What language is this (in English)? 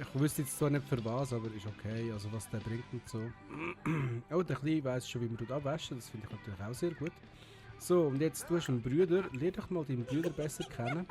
Swiss German